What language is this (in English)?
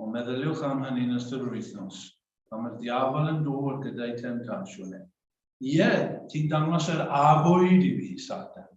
Welsh